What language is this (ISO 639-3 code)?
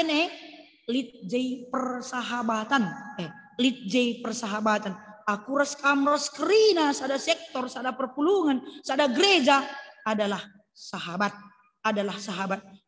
btx